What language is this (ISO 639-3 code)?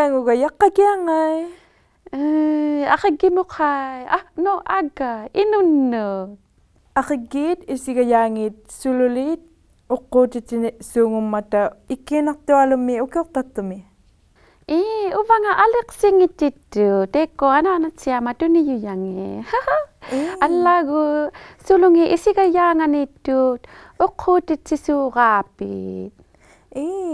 iku